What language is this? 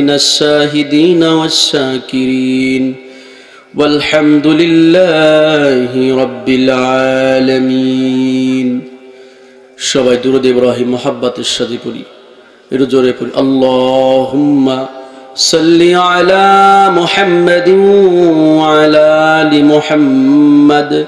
Bangla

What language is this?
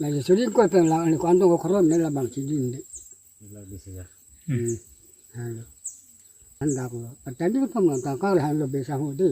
Karbi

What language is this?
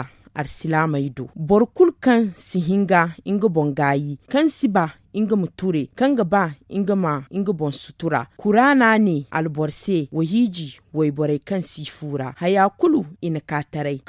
Zarma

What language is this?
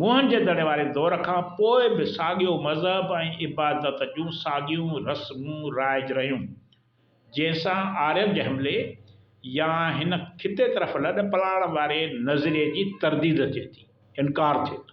Sindhi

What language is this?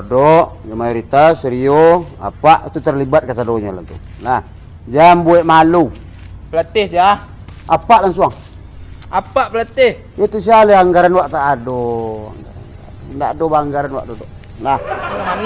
Minangkabau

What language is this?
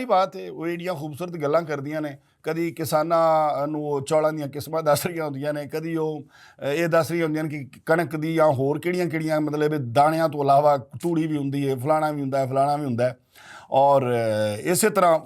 Western Panjabi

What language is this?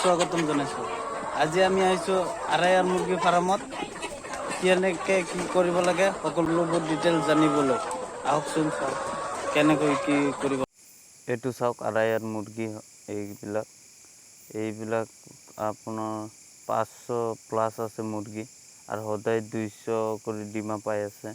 Assamese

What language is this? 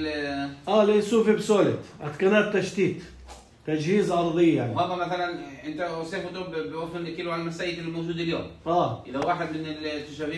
North Levantine Arabic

